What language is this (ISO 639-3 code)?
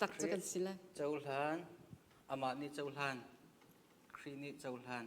cnh